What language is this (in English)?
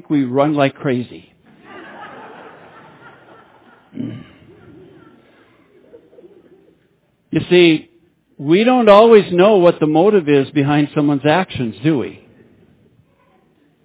English